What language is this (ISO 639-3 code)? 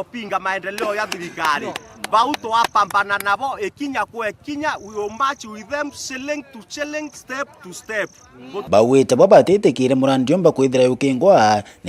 mer